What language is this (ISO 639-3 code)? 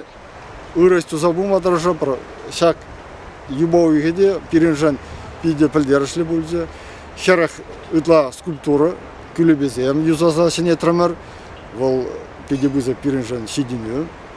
chv